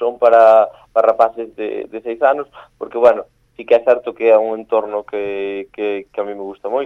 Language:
Galician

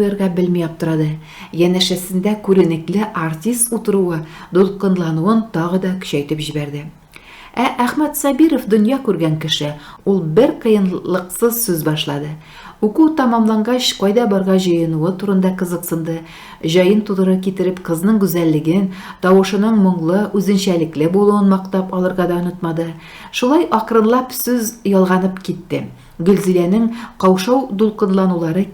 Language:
Tatar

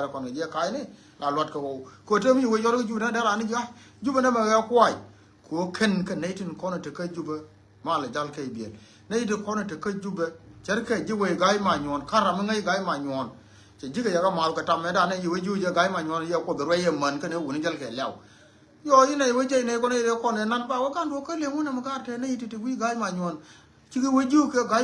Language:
Nuer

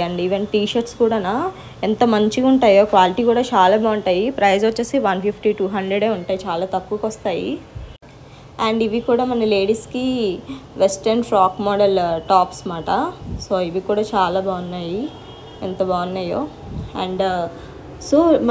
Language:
Telugu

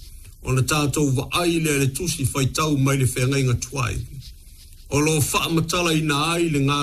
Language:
Samoan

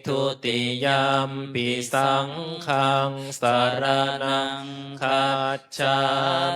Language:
Pali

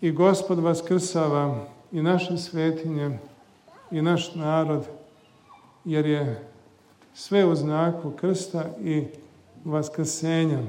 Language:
Serbian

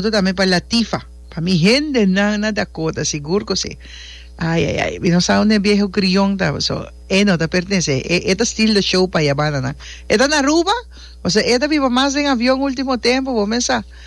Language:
Papiamento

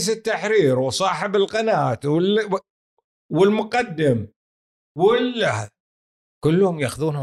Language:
Gulf Arabic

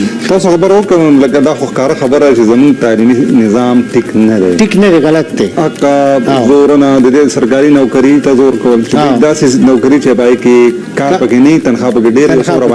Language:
Pashto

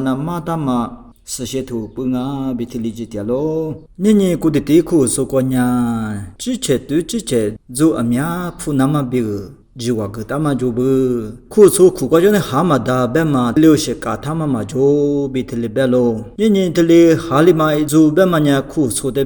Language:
Lisu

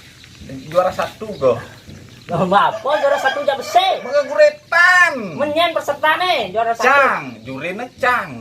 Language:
Balinese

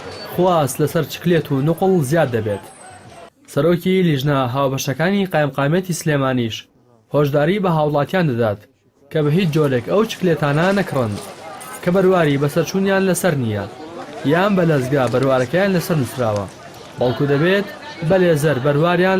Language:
Central Kurdish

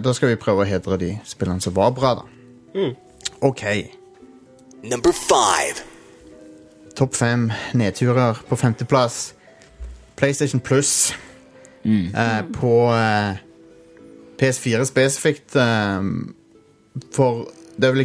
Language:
Norwegian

